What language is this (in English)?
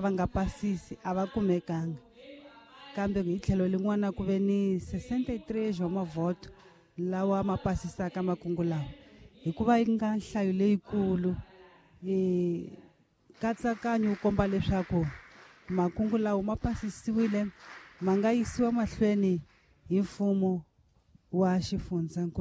Tsonga